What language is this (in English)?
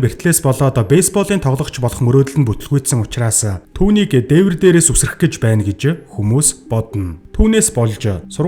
Mongolian